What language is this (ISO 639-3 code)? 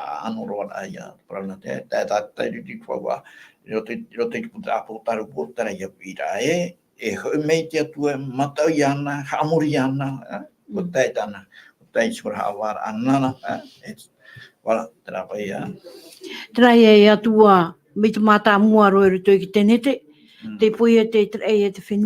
tah